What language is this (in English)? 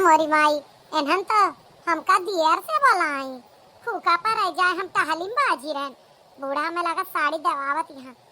Awadhi